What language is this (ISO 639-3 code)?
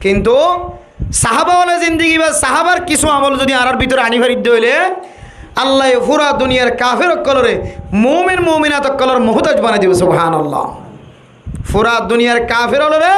rhg